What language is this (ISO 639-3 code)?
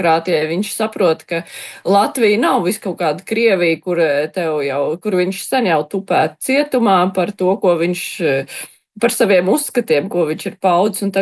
lav